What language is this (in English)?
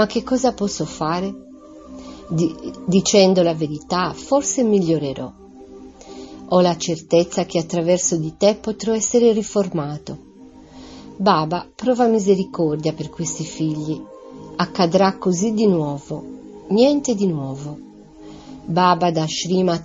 Italian